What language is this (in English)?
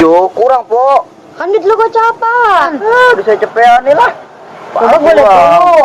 Betawi